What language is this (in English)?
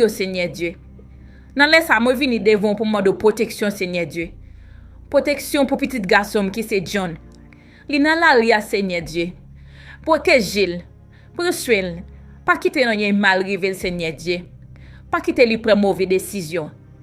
Haitian Creole